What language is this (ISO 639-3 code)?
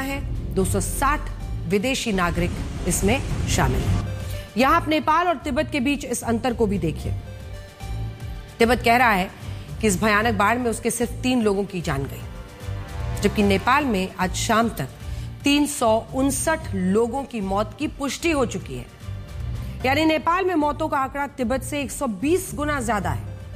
hin